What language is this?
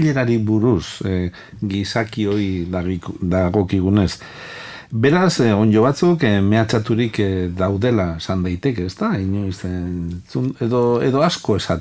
Basque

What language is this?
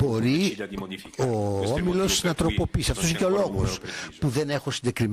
Greek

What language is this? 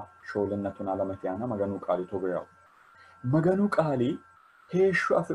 Sidamo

